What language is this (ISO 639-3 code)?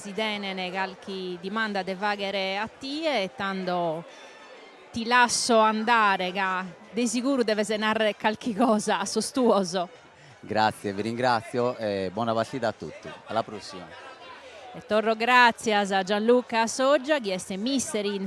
srd